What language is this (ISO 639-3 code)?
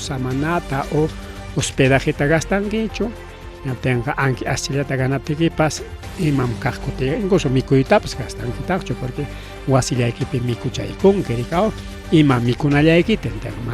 quy